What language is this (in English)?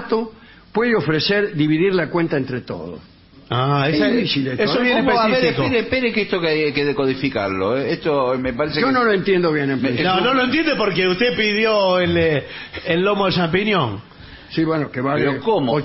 Spanish